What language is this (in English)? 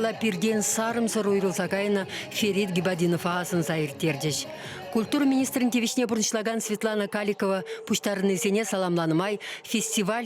Chuvash